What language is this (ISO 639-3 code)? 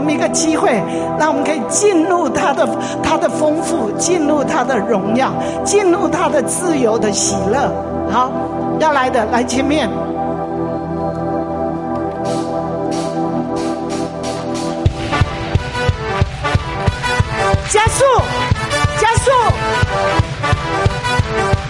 zho